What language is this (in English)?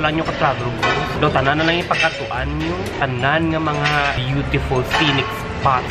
Hiligaynon